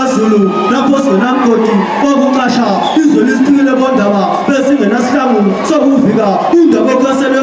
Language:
Zulu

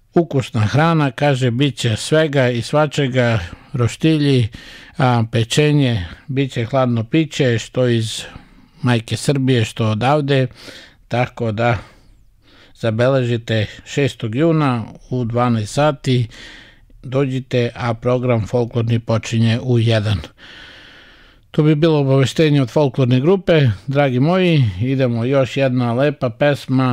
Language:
Serbian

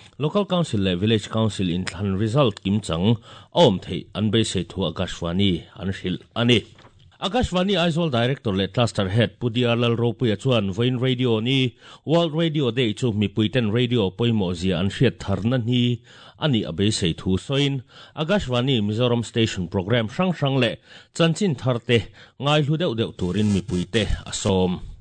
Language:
Mizo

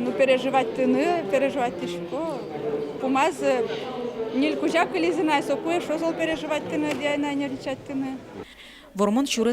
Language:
Udmurt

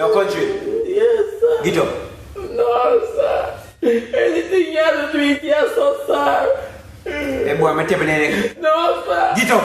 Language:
Jamaican Creole English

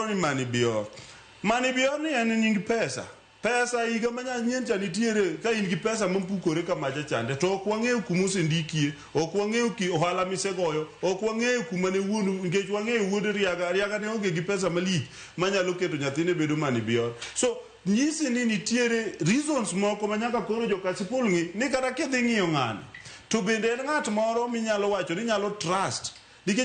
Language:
Luo (Kenya and Tanzania)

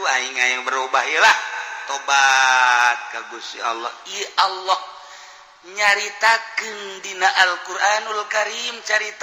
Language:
Sundanese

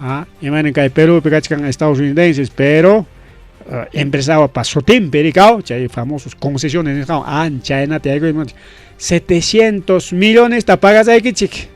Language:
Ayacucho Quechua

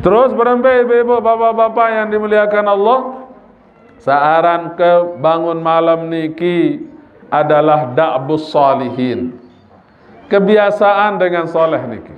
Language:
Sasak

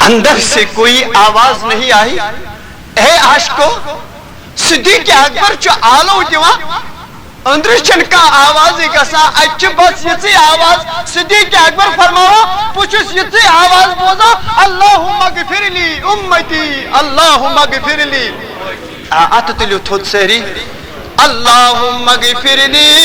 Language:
Kashmiri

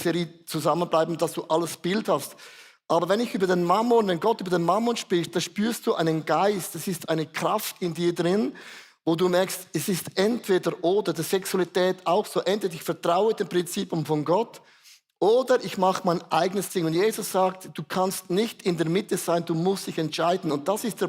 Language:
Swiss German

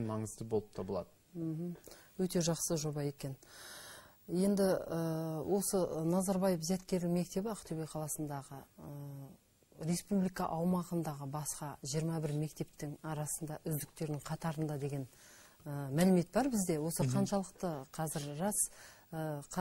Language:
Kazakh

